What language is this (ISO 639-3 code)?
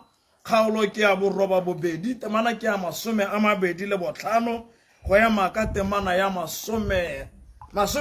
tsn